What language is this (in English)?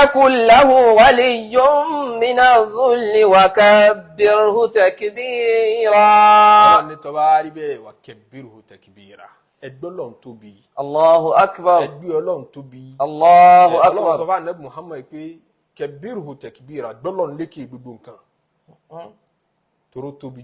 Yoruba